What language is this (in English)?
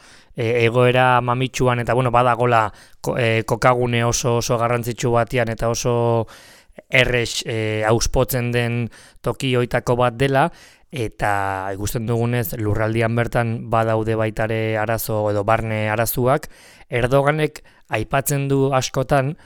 Basque